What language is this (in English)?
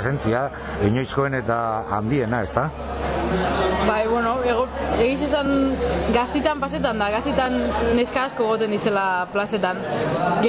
Basque